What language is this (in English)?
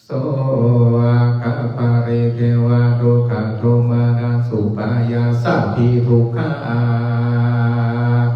Pali